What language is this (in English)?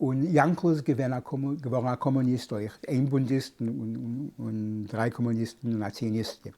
Yiddish